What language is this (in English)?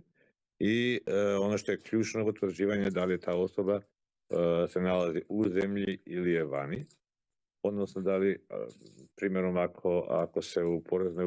Bosnian